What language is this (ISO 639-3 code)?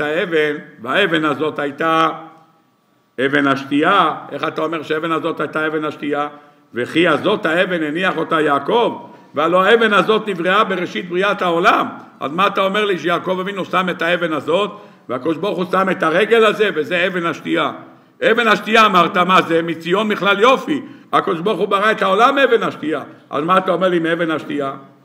heb